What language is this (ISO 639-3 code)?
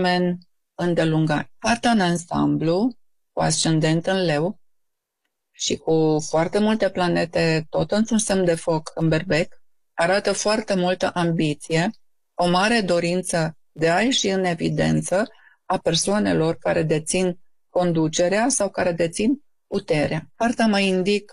ron